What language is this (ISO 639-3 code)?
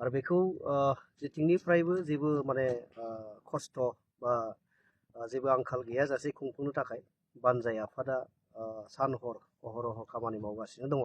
brx